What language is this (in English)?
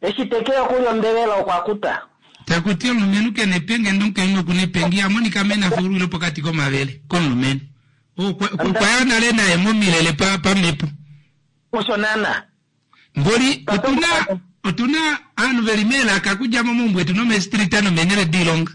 Kuanyama